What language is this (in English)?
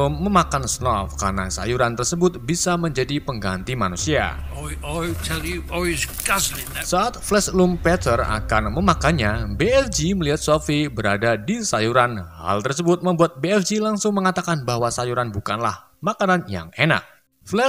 Indonesian